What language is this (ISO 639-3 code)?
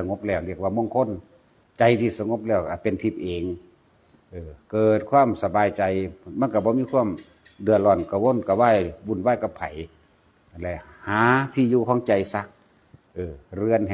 tts